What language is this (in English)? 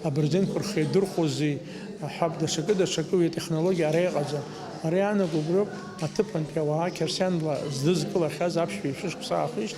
Abkhazian